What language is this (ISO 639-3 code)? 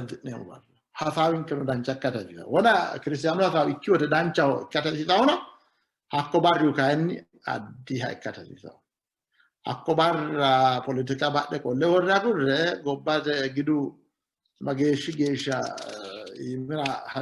sid